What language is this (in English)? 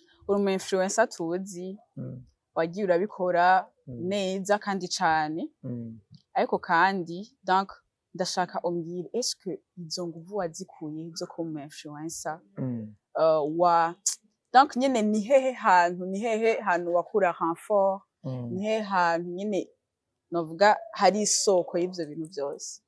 Rundi